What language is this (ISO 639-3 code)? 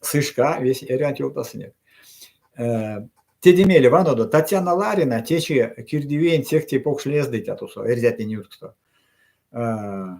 myv